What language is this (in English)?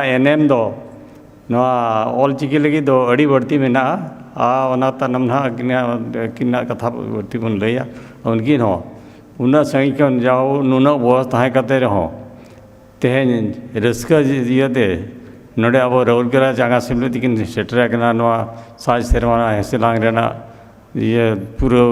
Santali